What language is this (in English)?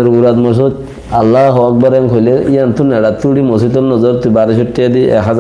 Rohingya